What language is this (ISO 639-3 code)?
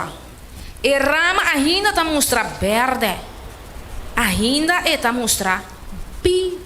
pap